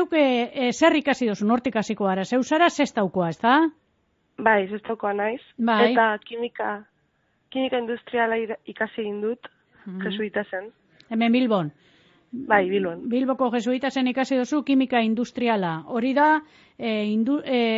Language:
Basque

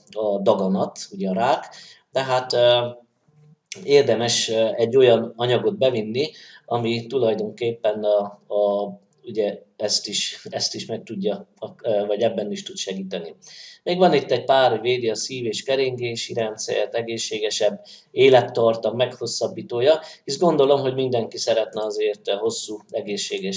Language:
Hungarian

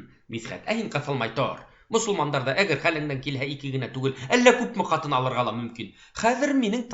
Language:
Bashkir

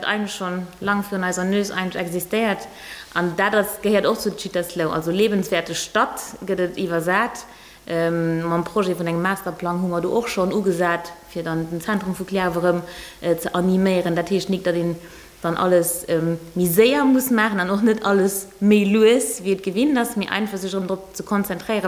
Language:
Luxembourgish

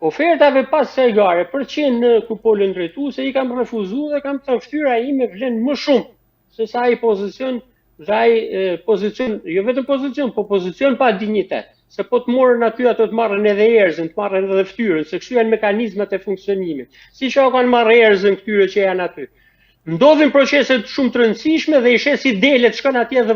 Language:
Albanian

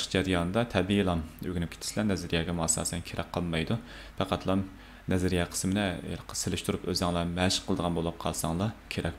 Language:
Uyghur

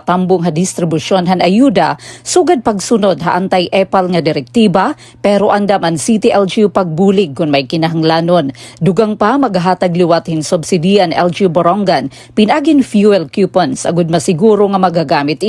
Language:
Waray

